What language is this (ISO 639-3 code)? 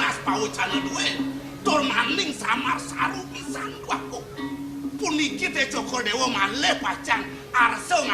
ban